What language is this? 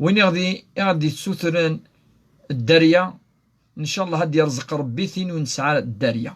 Kabyle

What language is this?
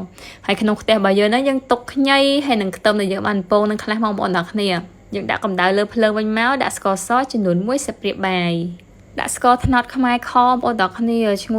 Khmer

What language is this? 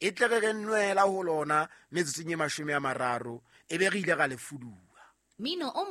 Southern Sotho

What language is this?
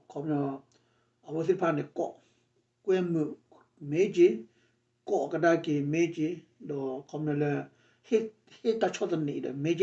S'gaw Karen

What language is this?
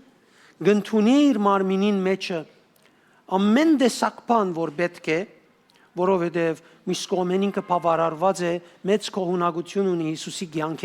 Western Armenian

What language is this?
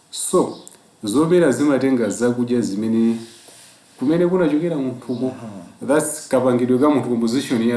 Nyanja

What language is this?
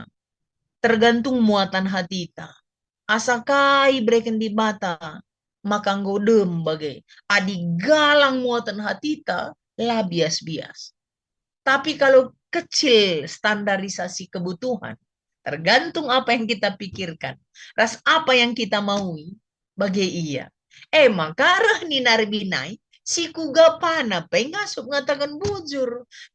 Batak Karo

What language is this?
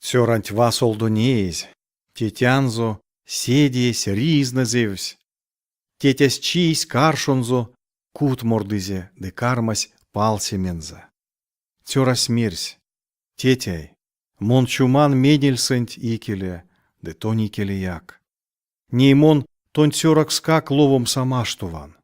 Erzya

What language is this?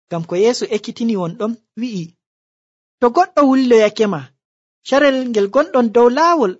Nigerian Fulfulde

